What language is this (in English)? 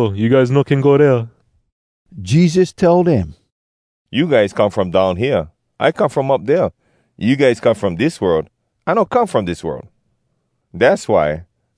Hawai'i Creole English